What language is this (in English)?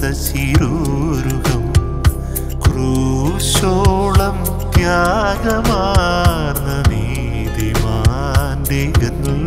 Malayalam